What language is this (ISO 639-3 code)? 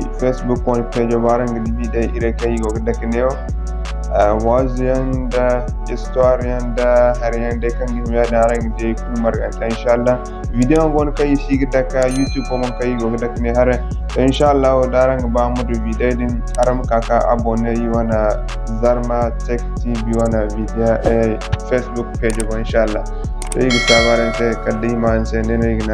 dje